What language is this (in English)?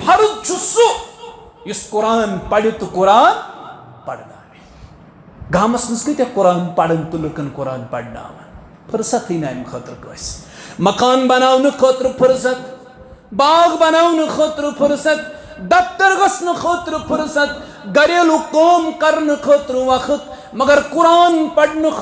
Kashmiri